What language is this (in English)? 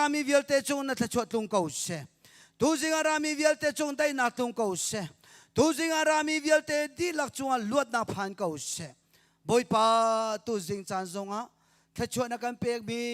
Hakha Chin